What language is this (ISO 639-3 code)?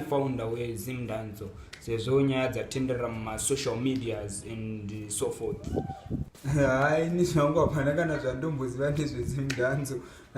sna